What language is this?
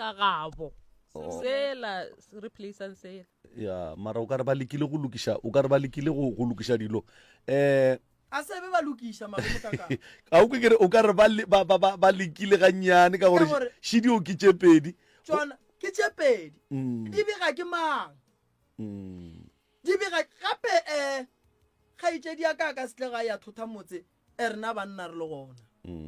Northern Sotho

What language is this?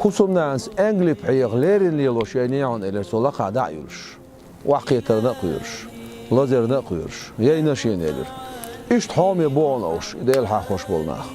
Chechen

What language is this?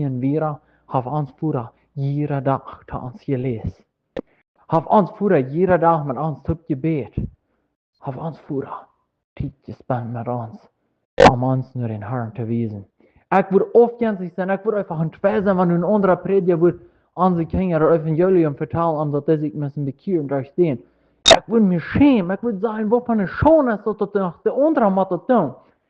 Plautdietsch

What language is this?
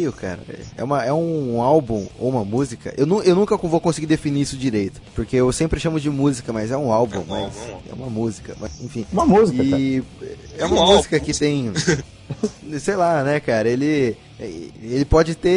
Portuguese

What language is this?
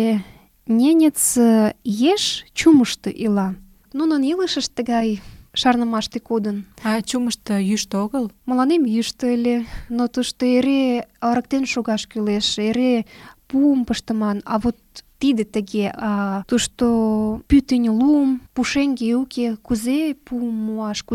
Mari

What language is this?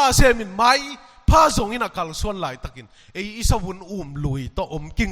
Tedim Chin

